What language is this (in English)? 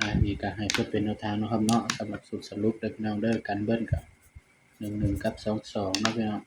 Northeastern Thai